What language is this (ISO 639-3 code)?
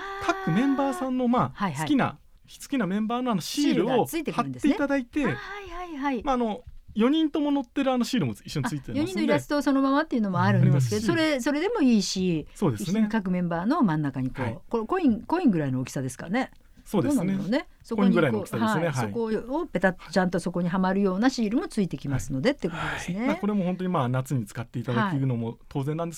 jpn